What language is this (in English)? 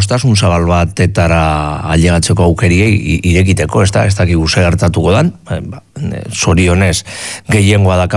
Basque